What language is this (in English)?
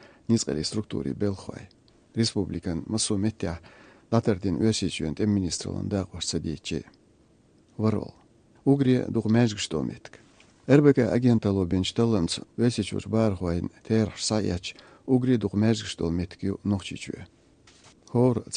Chechen